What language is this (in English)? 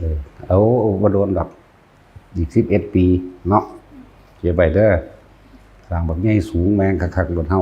Northeastern Thai